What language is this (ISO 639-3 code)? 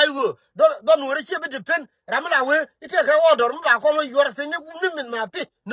nus